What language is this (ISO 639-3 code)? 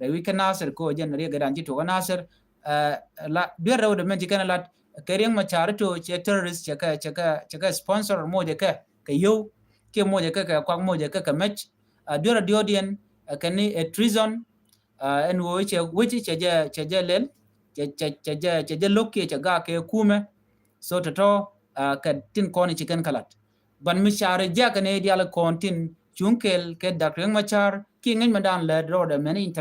nus